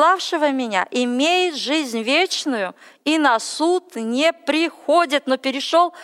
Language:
Russian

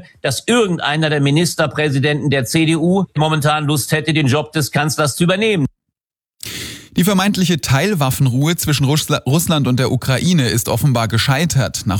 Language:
German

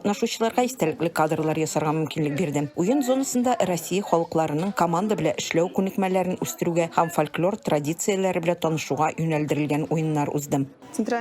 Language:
Tatar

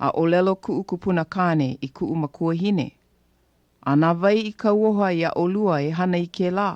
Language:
Hawaiian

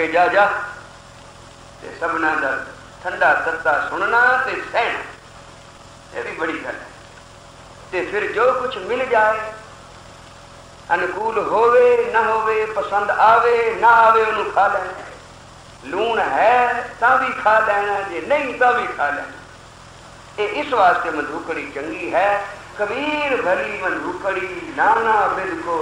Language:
Punjabi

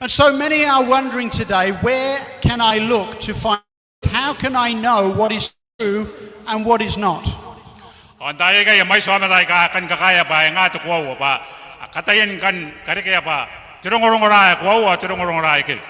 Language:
Gilbertese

